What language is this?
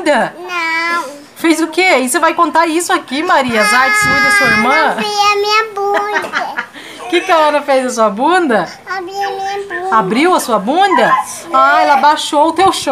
Portuguese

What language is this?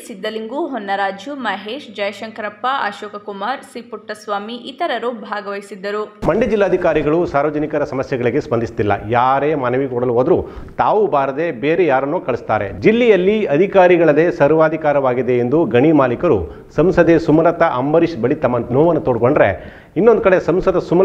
Kannada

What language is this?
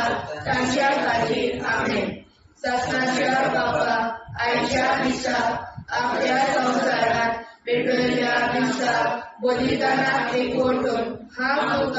Konkani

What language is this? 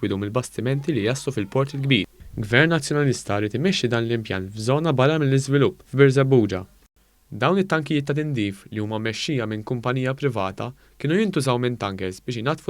Maltese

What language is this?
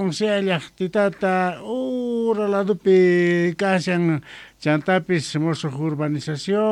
South Bolivian Quechua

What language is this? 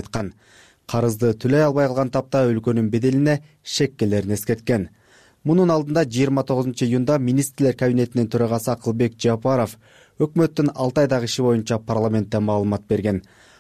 Kyrgyz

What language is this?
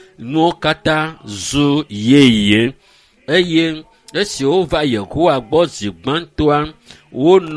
Ewe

